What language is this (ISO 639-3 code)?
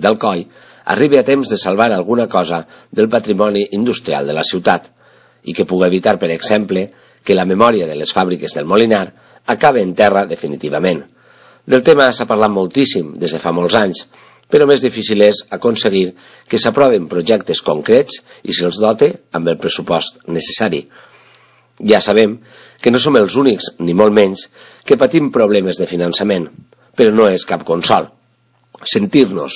cat